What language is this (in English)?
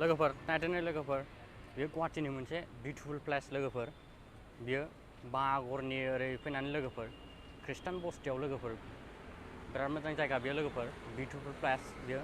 Bodo